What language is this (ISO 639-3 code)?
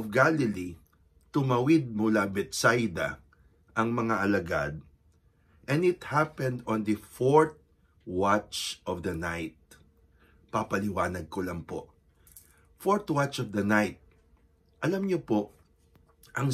fil